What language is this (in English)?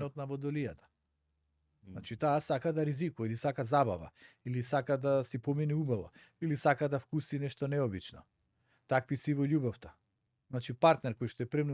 Macedonian